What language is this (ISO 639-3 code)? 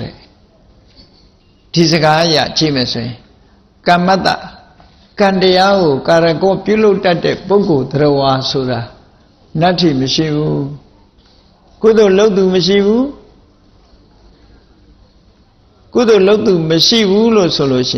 mya